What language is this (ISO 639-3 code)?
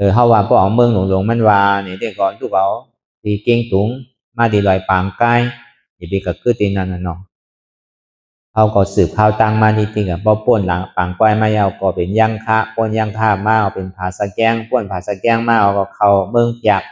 shn